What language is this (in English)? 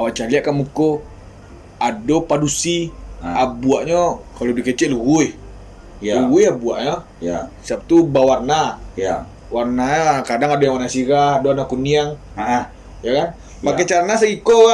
Minangkabau